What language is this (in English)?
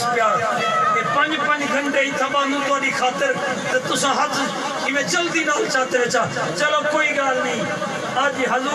Saraiki